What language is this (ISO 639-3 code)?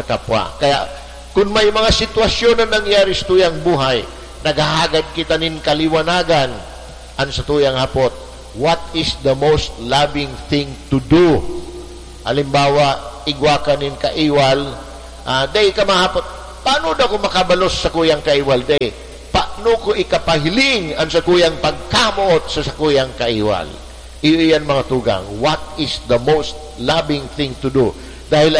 bik